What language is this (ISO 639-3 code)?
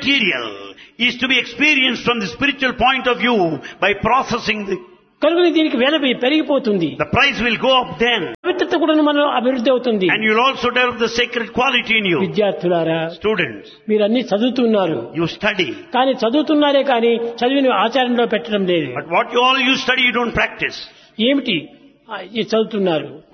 tel